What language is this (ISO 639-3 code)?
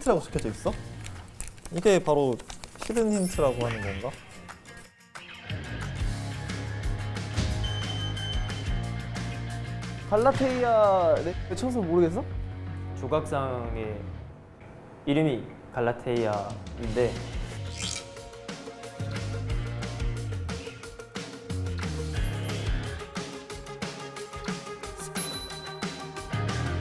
kor